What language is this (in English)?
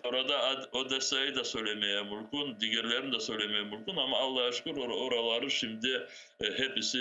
Crimean Tatar